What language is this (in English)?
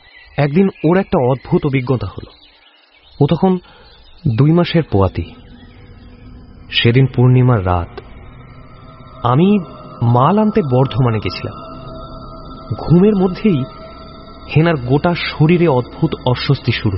Bangla